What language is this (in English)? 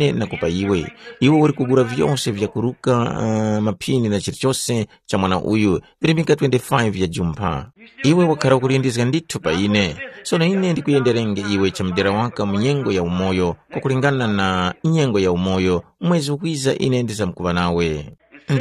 Tumbuka